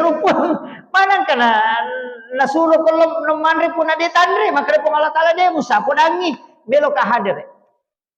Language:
Buginese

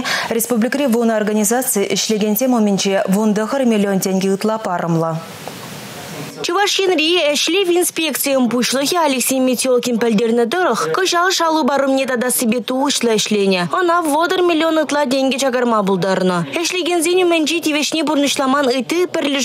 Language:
Chuvash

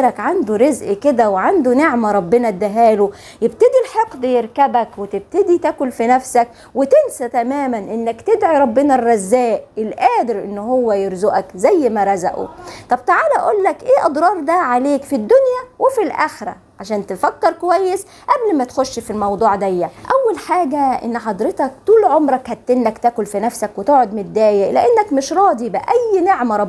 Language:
Egyptian Arabic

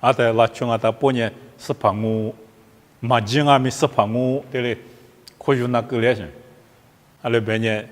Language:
Lisu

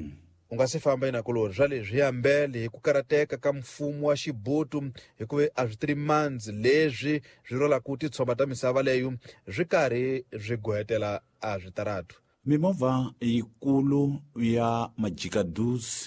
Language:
Tsonga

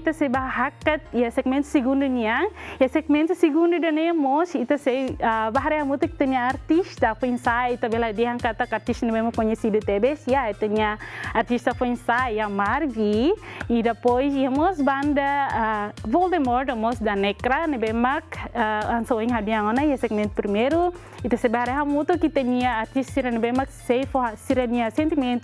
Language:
Tetum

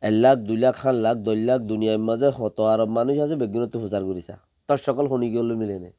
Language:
Rohingya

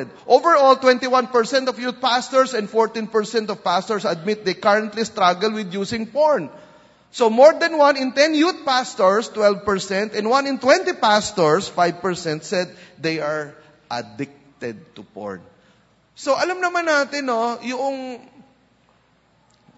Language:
Filipino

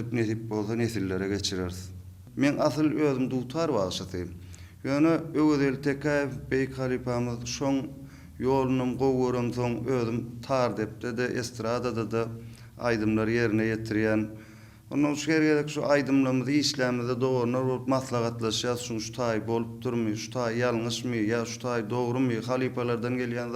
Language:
Turkmen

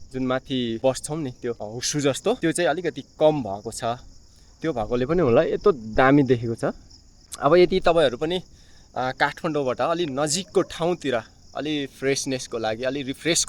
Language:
Nepali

